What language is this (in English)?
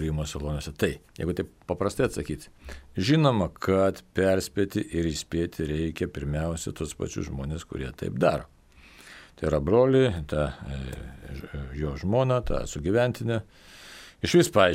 Lithuanian